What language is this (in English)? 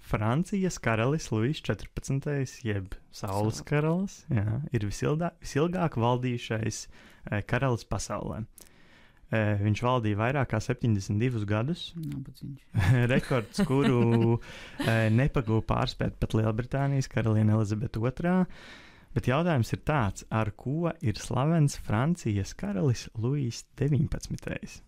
Latvian